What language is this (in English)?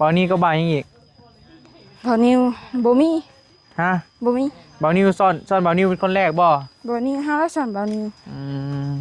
Northeastern Thai